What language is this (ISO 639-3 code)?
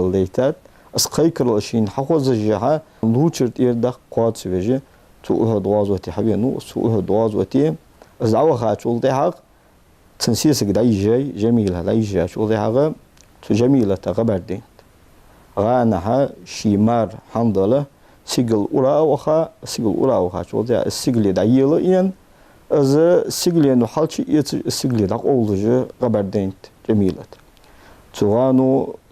inh